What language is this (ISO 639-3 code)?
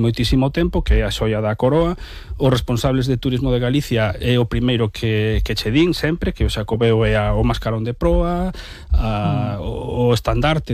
glg